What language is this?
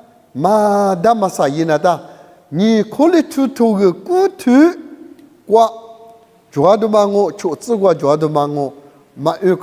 Lisu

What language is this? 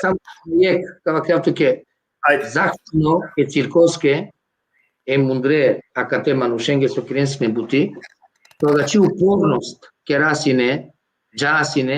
Balkan Romani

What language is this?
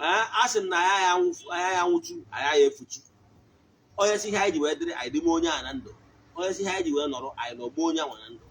Igbo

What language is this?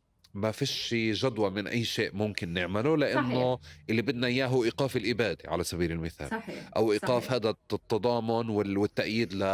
North Levantine Arabic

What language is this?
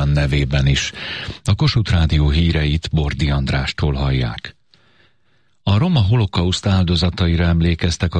Hungarian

